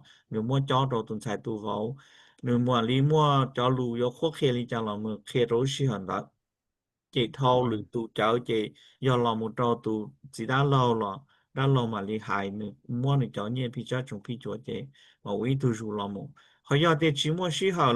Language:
Hmong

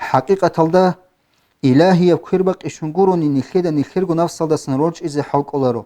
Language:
Avaric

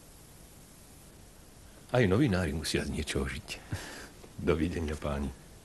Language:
Slovak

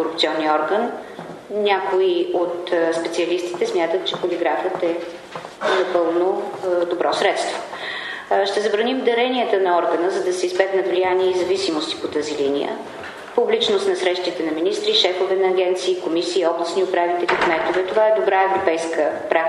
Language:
Bulgarian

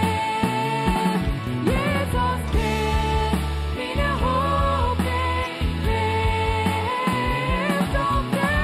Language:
Plautdietsch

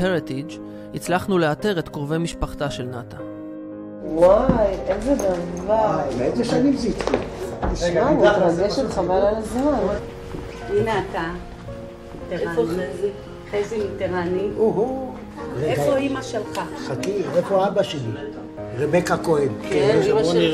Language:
Hebrew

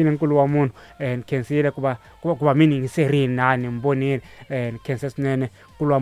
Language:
Tsonga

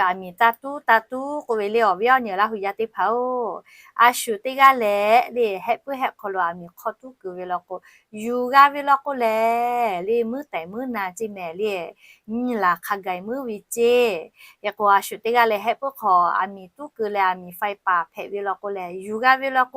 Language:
Lahu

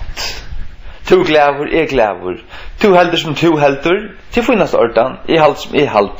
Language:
Faroese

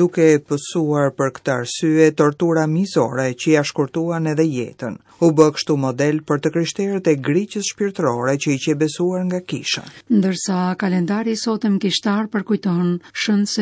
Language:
Albanian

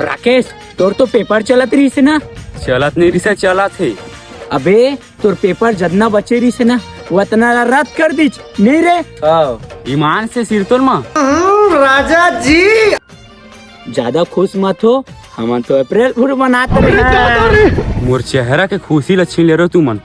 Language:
Chhattisgarhi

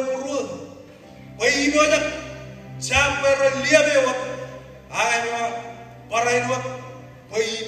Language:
Marshallese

